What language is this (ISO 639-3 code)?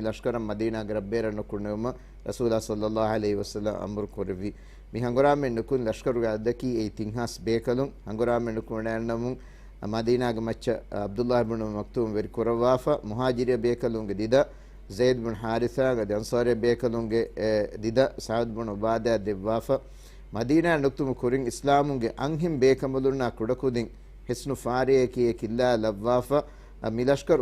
div